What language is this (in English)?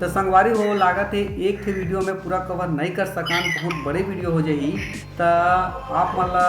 Chhattisgarhi